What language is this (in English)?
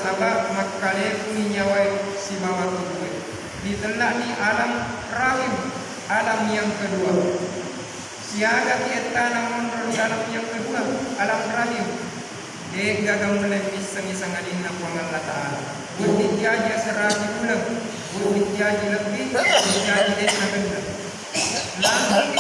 Buginese